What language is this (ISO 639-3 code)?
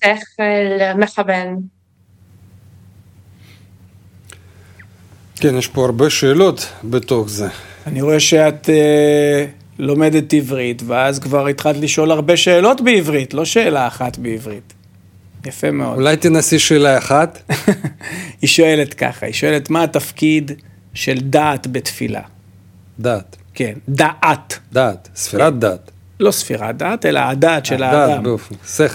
heb